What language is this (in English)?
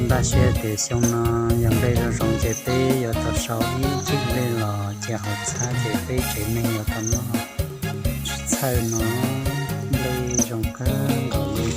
Hmong